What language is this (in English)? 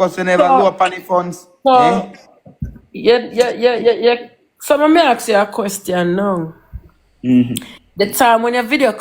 Jamaican Creole English